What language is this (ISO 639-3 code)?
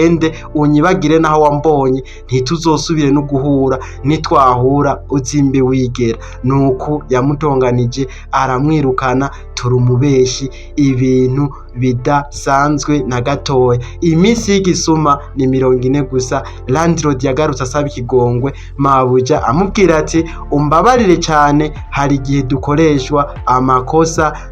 run